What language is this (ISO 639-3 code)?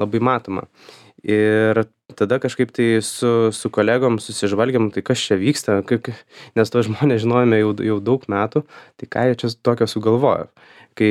lit